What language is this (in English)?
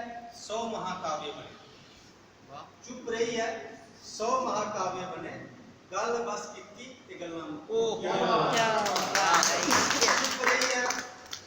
Dogri